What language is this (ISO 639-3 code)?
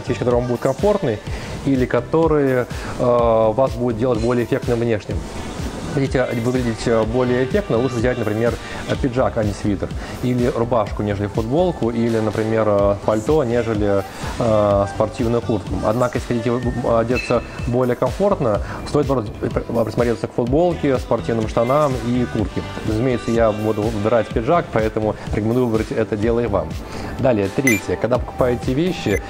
rus